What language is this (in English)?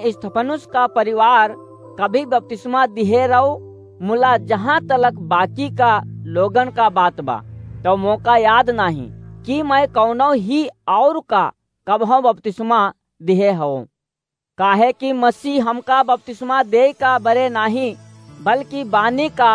Awadhi